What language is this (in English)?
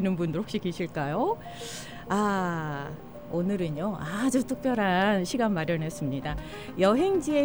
Korean